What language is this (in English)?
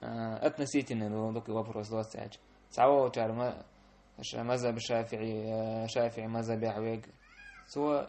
Chechen